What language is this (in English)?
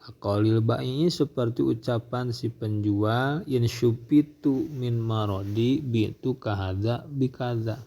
Sundanese